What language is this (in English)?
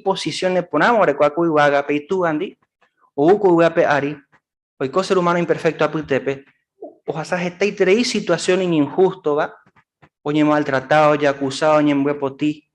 Guarani